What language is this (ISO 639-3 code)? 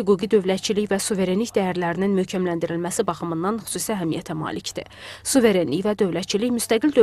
aze